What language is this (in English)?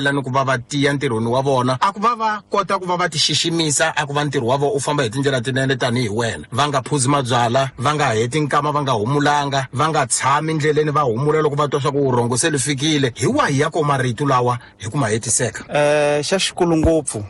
Tsonga